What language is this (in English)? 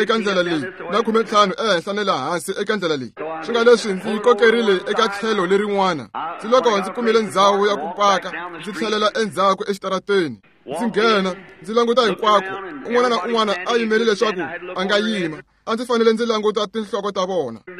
Tsonga